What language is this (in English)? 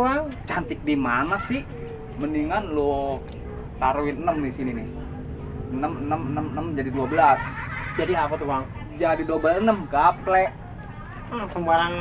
Betawi